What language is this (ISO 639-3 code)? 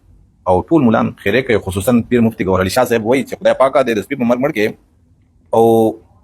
pus